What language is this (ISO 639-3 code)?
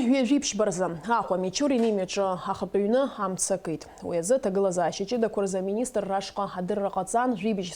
abk